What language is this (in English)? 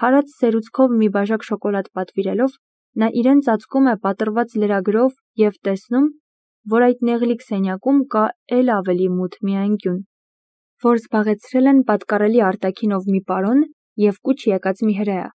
Armenian